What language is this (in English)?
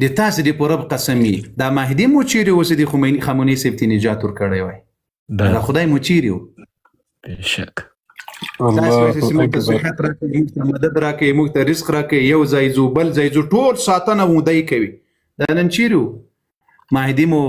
Pashto